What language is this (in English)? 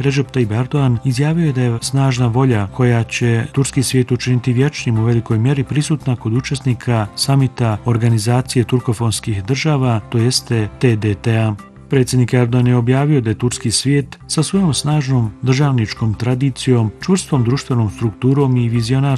Bosnian